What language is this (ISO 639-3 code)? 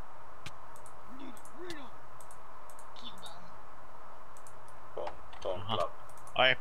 fin